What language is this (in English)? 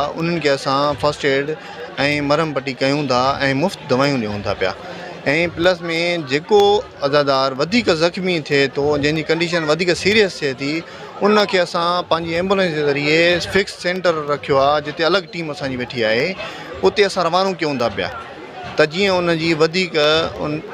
Sindhi